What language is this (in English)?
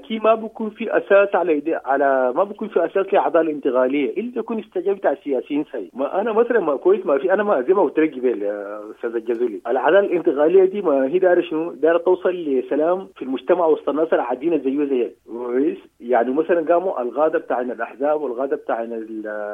Sudanese Arabic